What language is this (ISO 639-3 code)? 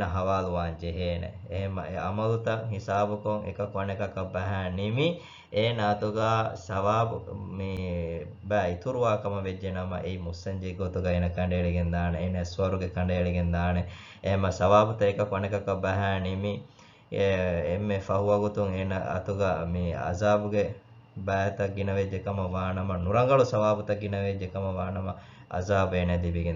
div